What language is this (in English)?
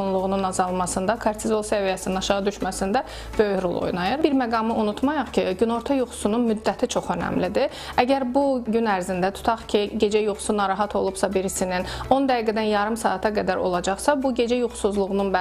Azerbaijani